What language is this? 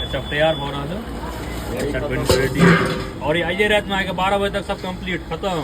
Maithili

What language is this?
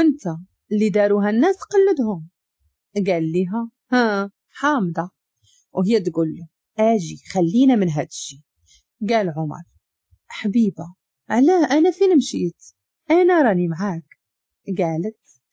Moroccan Arabic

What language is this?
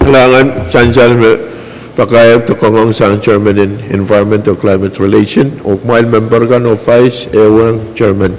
Pohnpeian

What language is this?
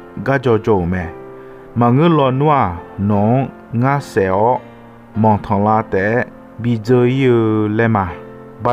Akha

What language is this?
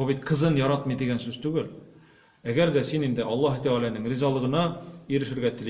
Tatar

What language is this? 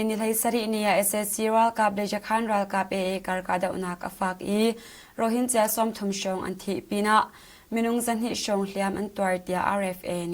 Hakha Chin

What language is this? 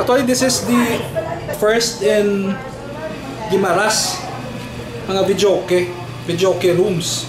Hiligaynon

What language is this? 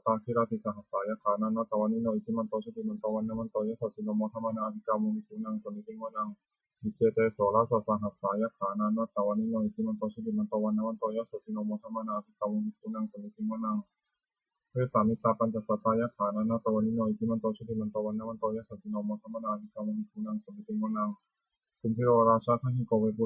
Pali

